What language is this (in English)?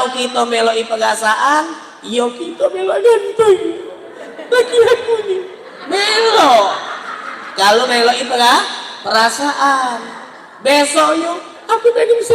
Musi